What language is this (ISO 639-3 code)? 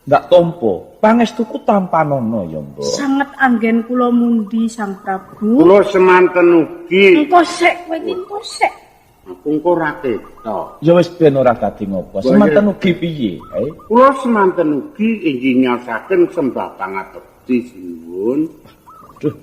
jav